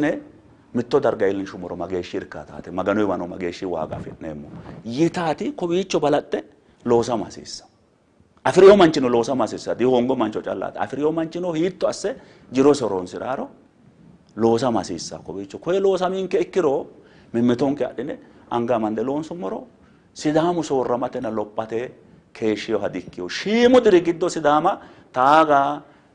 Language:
Sidamo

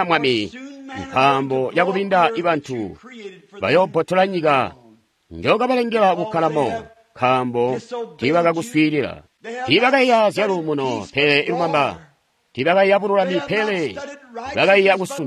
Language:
Tonga (Zambia)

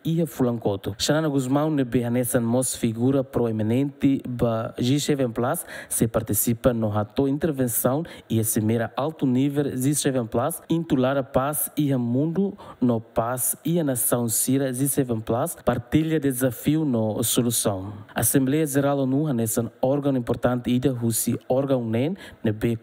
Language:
Tetum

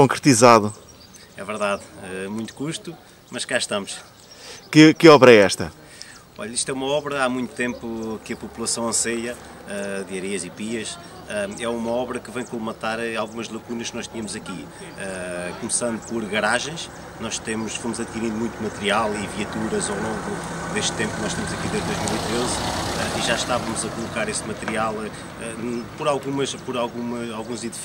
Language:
Portuguese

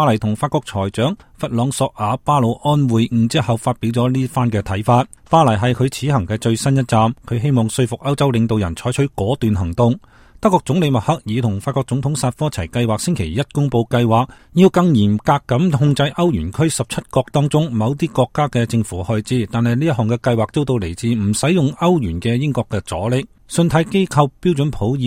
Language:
Cantonese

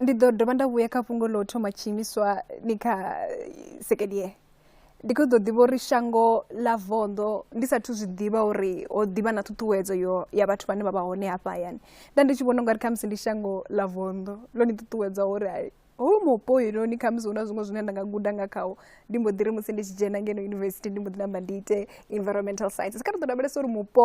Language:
Venda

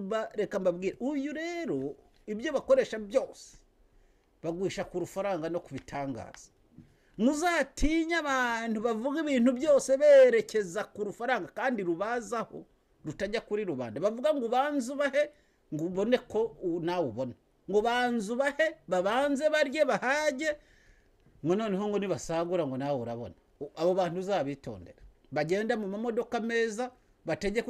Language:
Kinyarwanda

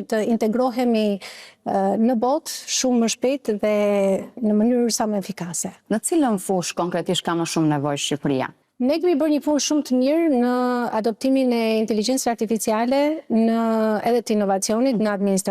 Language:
Albanian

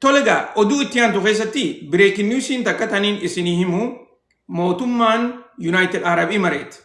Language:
Oromo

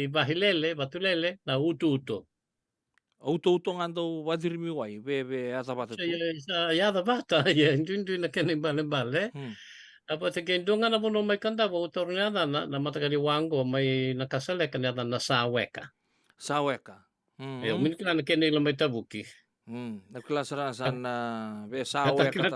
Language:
Fijian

